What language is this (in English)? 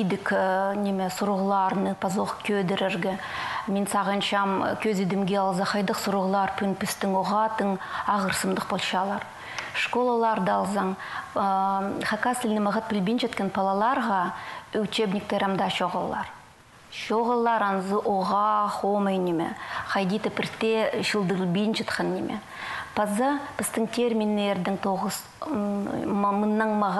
Khakas